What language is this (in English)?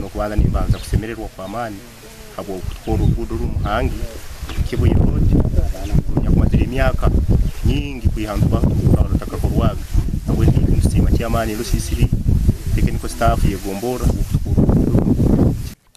Nyankole